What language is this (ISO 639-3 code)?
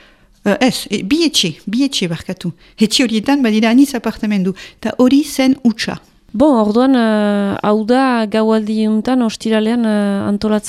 eus